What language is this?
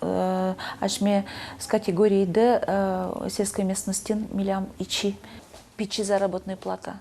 Udmurt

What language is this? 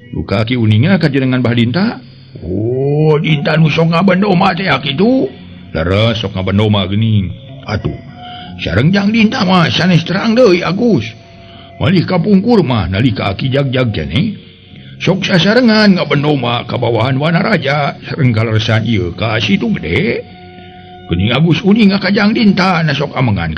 Sundanese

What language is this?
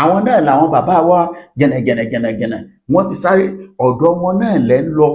Yoruba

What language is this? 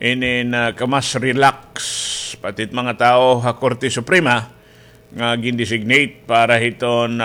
Waray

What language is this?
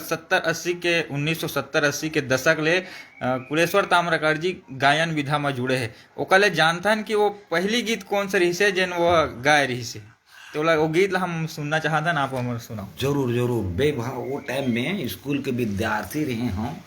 Chhattisgarhi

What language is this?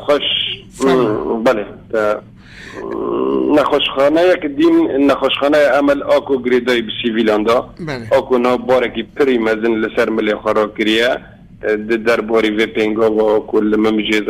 Kurdish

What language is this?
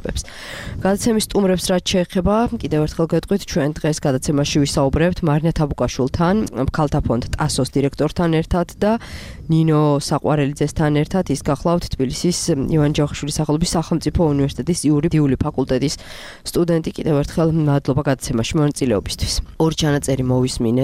Georgian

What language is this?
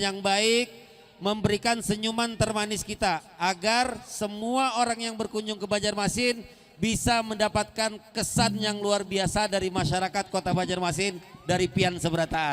Banjar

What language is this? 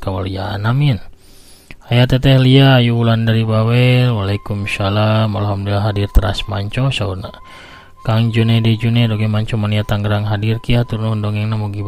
Sundanese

